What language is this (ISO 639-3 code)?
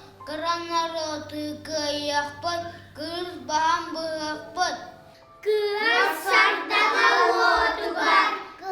sah